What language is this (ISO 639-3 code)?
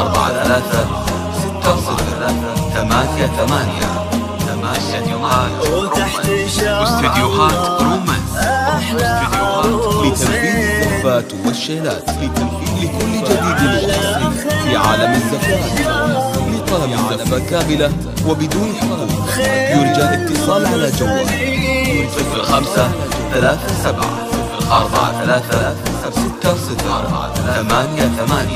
ara